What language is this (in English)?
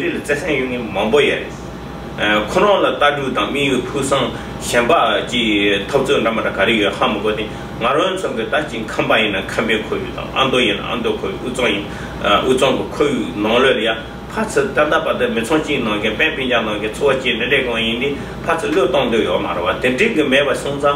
Tibetan